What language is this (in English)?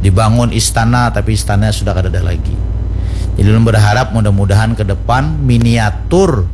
Banjar